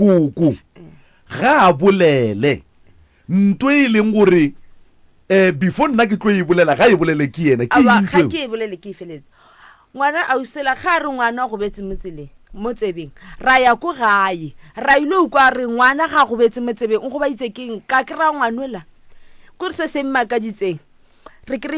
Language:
Northern Sotho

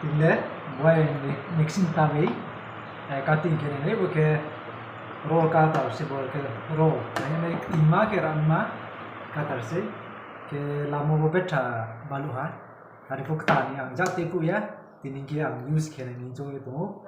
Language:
Riang (India)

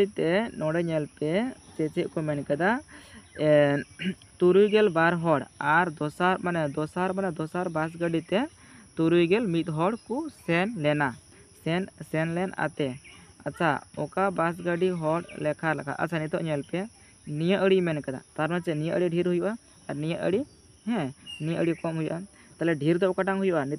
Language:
Santali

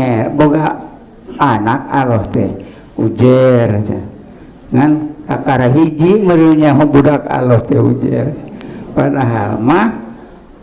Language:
Sundanese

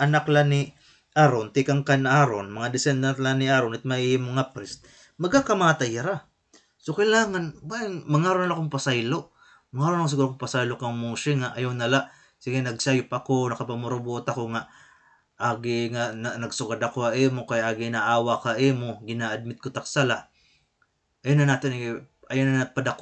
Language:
Waray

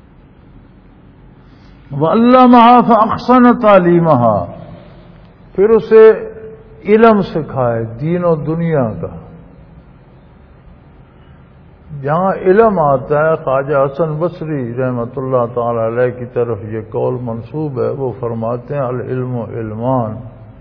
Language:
Urdu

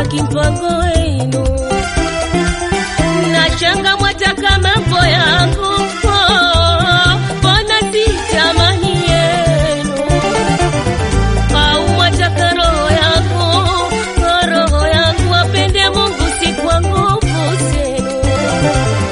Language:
Swahili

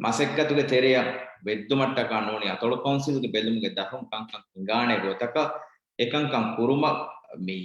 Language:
Divehi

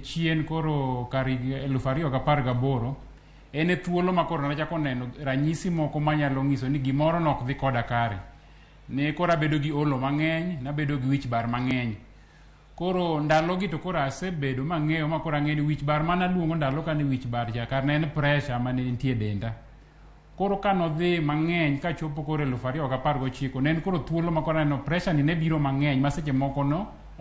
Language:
Luo (Kenya and Tanzania)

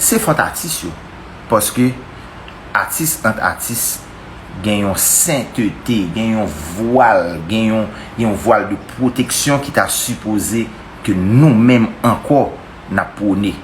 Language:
Haitian Creole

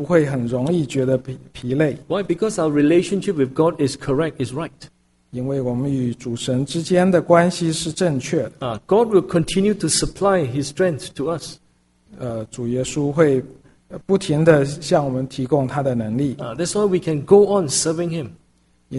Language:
Chinese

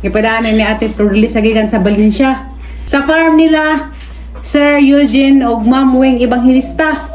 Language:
Cebuano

